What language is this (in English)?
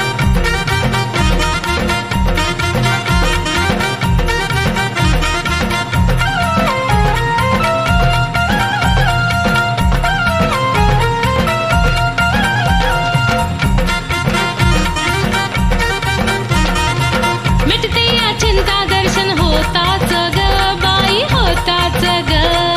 Marathi